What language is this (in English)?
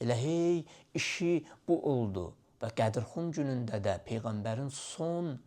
Azerbaijani